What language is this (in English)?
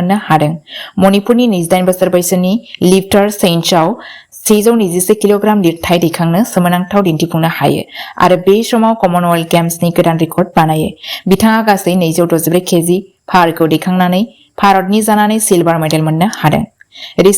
Bodo